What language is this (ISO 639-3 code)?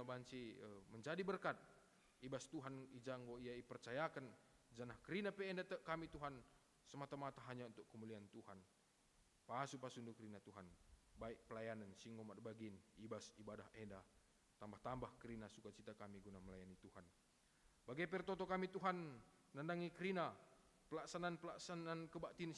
btx